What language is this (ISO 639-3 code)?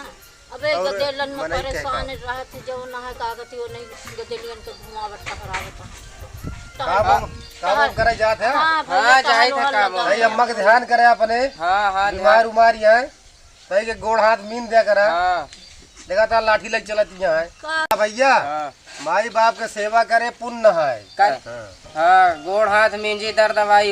awa